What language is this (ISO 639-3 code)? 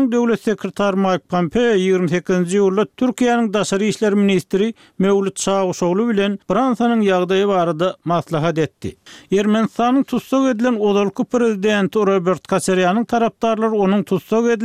tuk